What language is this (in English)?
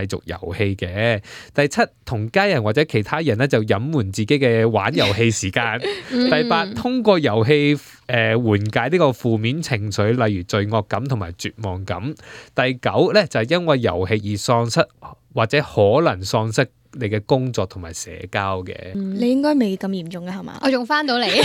Cantonese